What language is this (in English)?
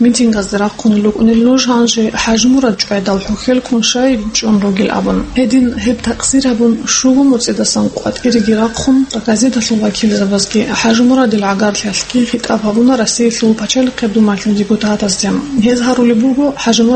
Avaric